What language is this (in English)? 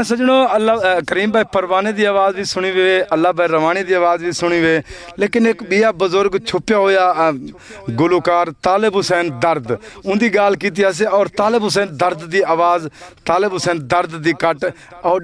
Saraiki